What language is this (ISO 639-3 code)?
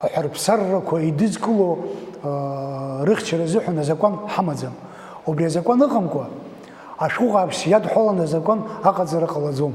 abk